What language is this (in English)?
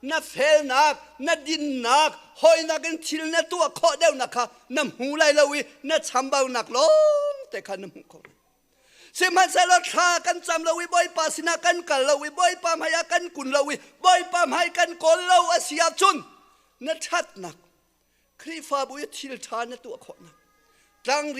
Hakha Chin